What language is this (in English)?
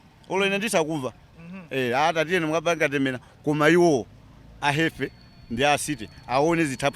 Nyanja